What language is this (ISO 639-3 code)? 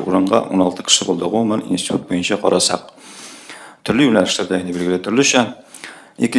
tat